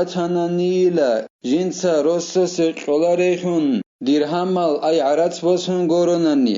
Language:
Avaric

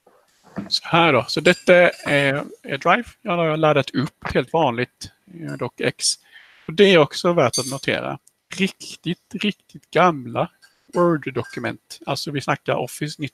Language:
Swedish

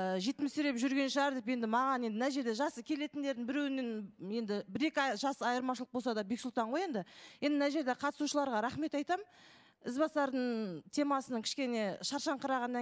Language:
Kazakh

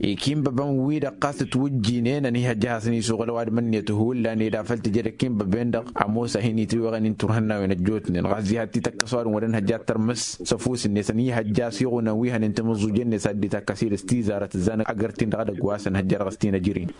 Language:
Tamasheq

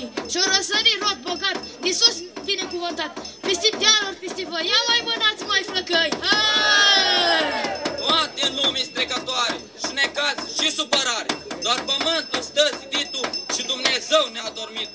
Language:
Romanian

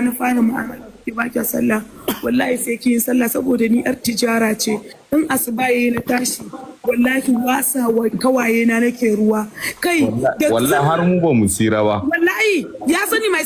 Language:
Hausa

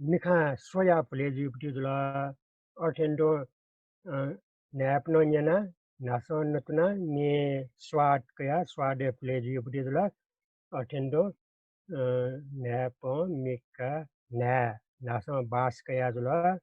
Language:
Newari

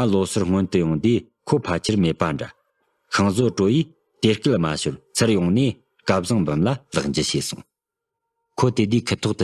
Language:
Tibetan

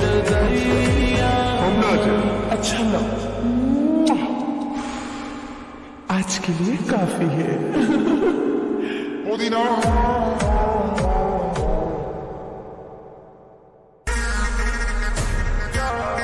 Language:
Bhojpuri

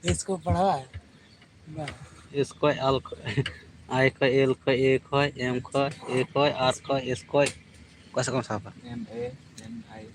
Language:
Santali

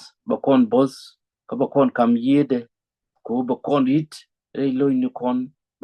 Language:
Nuer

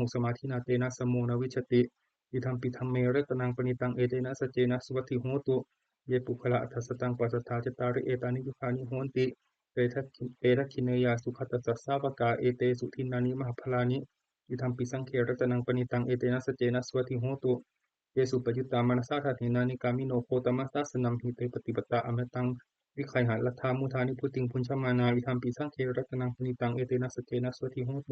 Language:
Pali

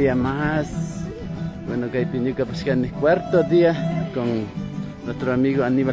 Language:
Imbabura Highland Quichua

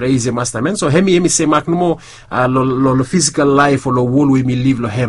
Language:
Bislama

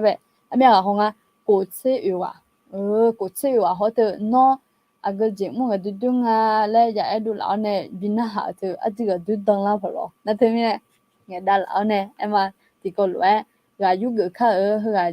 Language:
Akha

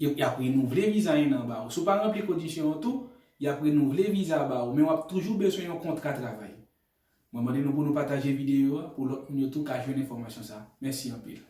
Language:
Haitian Creole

